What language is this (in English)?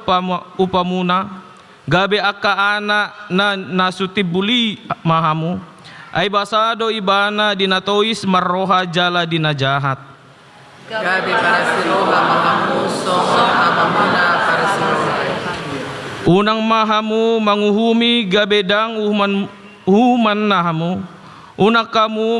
Batak Toba